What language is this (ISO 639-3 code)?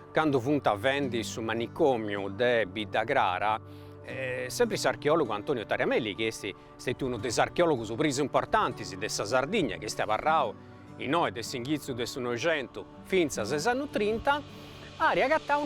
srd